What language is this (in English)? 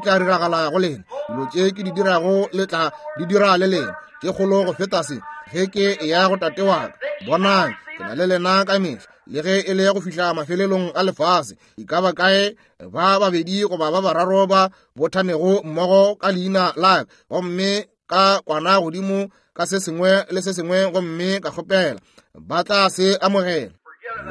Northern Sotho